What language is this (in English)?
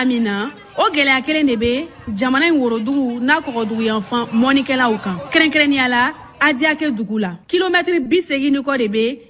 Bambara